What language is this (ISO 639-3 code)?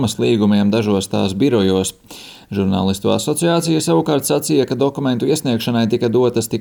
lav